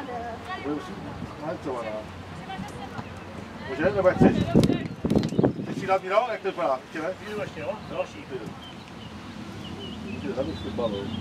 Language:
Czech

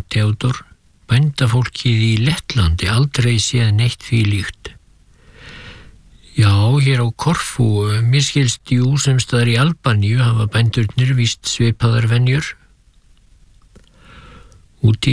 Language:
Icelandic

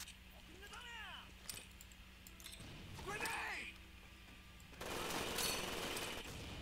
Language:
Turkish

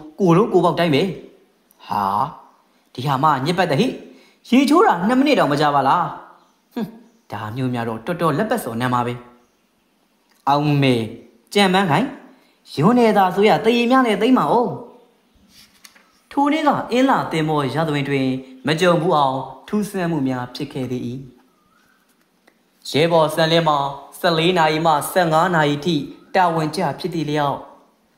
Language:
Burmese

